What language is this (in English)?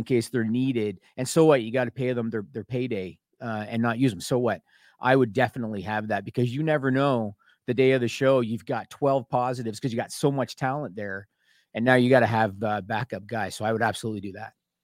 English